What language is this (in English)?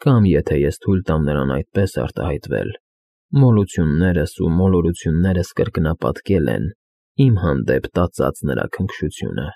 Armenian